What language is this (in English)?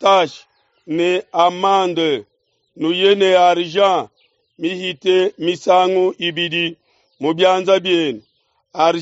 Luba-Lulua